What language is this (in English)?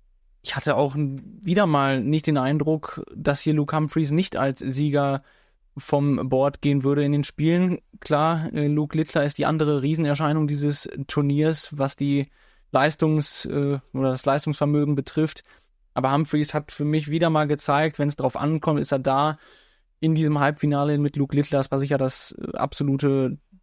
German